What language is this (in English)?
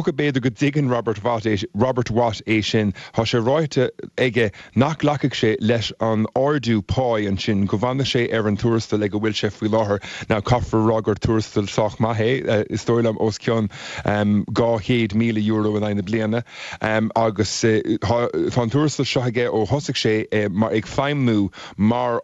Irish